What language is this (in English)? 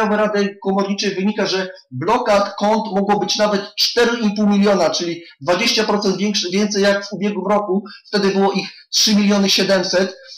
Polish